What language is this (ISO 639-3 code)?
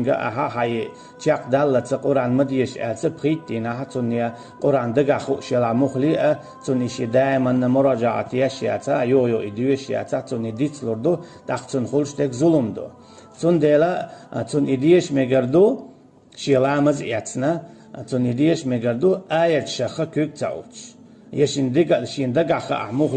che